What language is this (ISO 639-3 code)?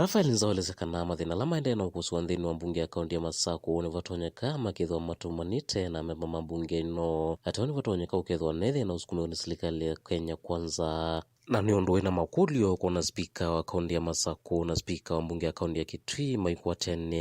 kam